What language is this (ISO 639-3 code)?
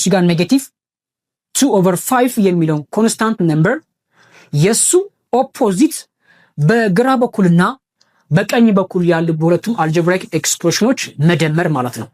amh